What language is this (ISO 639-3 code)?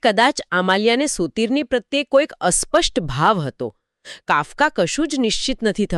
guj